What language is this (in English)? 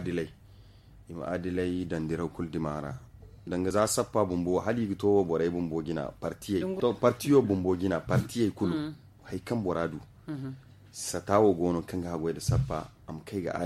Zarma